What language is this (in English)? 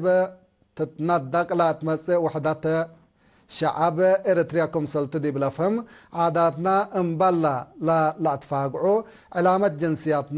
Tigre